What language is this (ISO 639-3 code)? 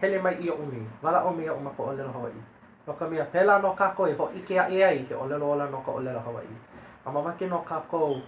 haw